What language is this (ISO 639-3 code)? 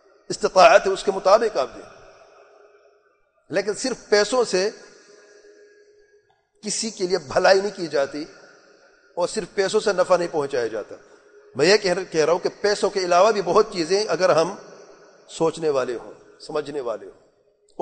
urd